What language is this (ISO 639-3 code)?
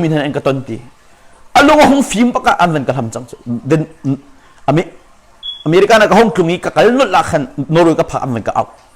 cnh